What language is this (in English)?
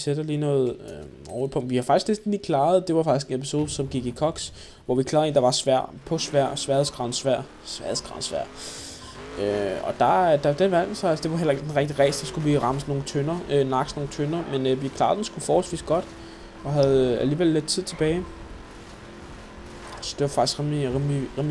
Danish